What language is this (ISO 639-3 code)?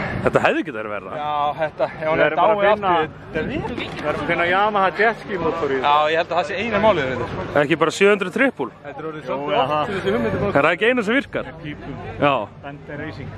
isl